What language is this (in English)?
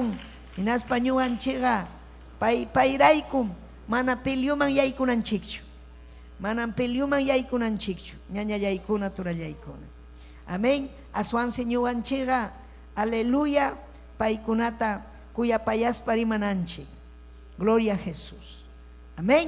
Ayacucho Quechua